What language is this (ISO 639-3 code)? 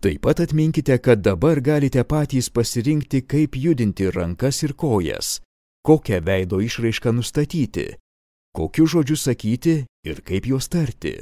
lit